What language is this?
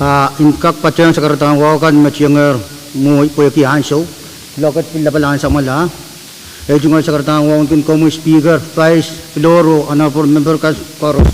Pohnpeian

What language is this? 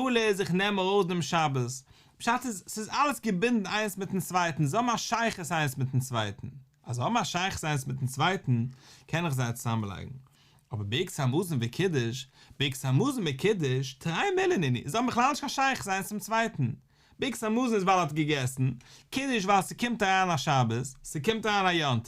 Yiddish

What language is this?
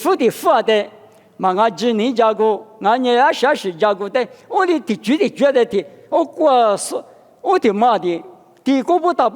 Lisu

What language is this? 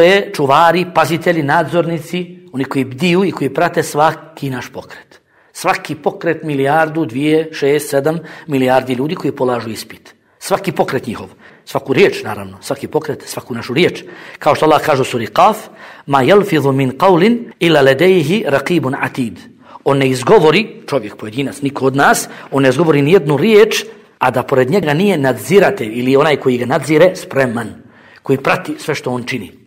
Bosnian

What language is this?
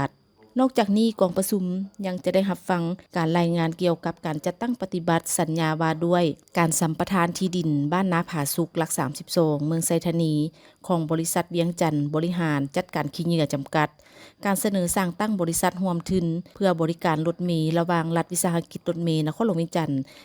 Lao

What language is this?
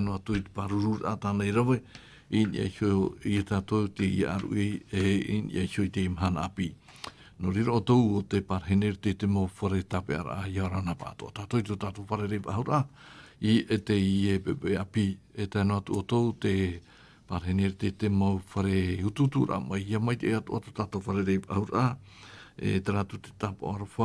Tahitian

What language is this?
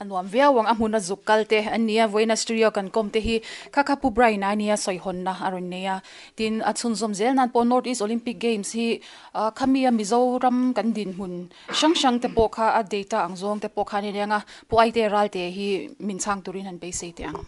Mizo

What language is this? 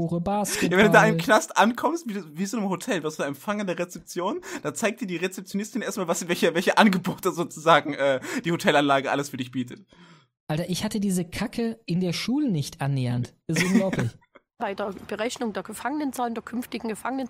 German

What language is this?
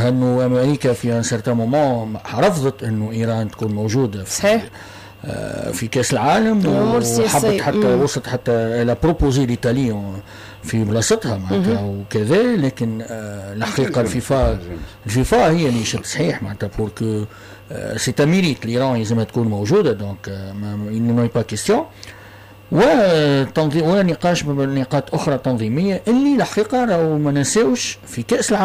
Tunisian Arabic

